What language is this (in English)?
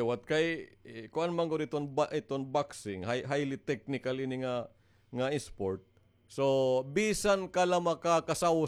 Waray